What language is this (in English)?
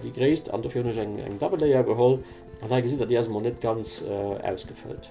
Luxembourgish